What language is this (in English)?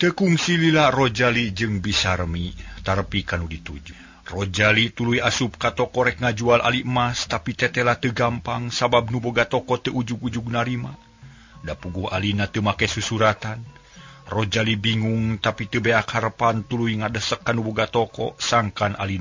Sundanese